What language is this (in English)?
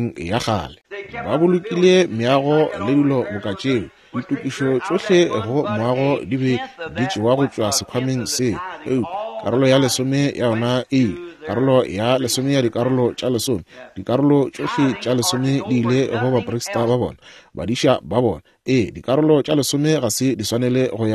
Northern Sotho